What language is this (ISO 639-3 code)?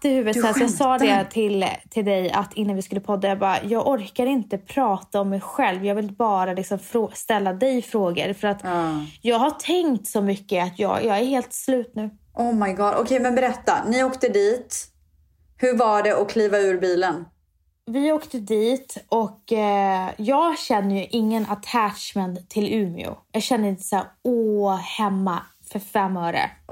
swe